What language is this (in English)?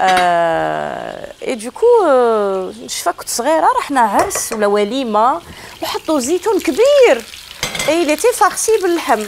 Algerian Arabic